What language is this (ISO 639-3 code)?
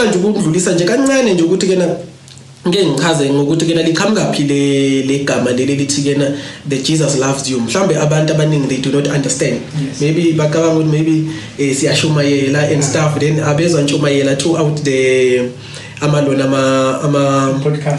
zul